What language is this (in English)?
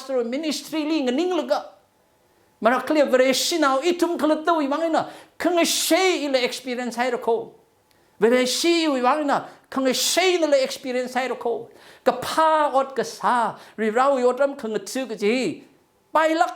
Tangkhul Naga (India)